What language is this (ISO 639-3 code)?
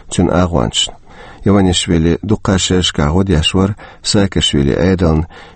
che